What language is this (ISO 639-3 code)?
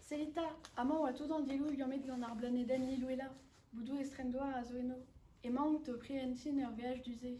bre